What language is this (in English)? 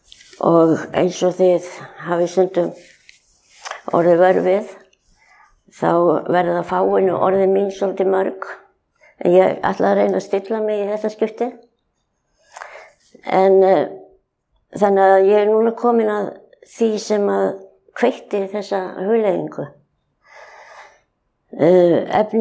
Icelandic